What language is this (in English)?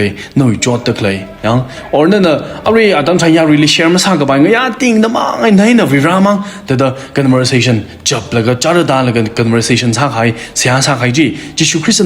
Tangkhul Naga (India)